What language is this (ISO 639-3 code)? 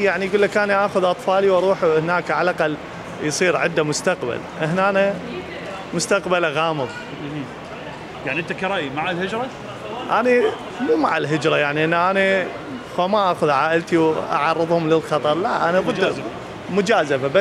acm